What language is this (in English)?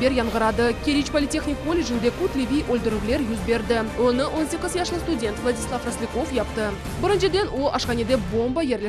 Crimean Tatar